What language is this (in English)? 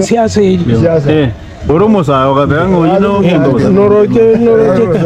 Gusii